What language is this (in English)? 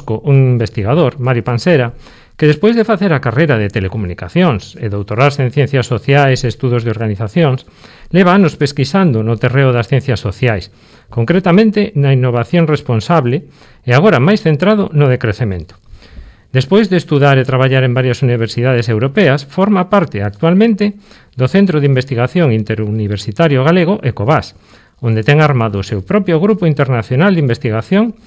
Galician